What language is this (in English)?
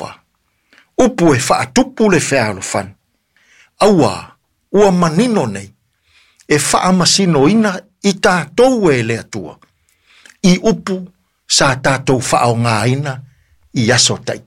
Samoan